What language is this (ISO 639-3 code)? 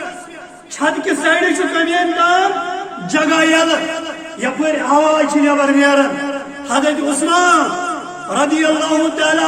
kas